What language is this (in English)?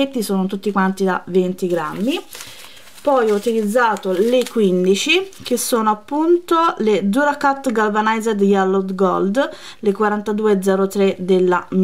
Italian